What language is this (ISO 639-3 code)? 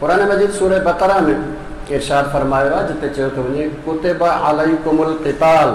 snd